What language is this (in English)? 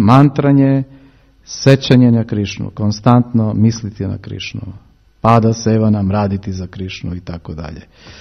Serbian